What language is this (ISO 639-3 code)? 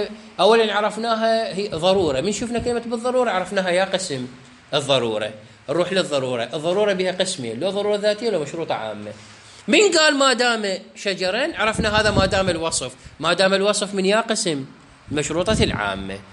acm